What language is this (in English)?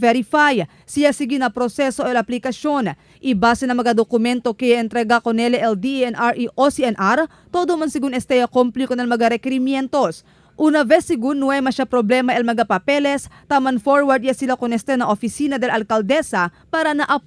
Chavacano